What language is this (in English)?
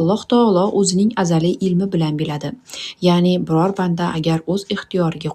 Uzbek